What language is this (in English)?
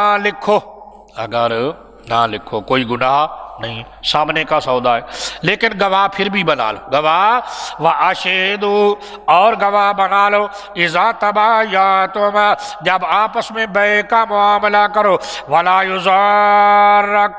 Urdu